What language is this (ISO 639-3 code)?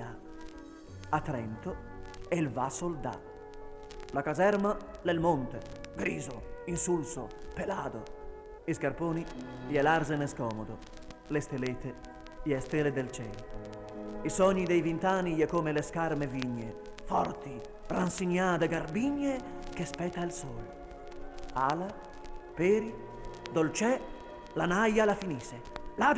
vec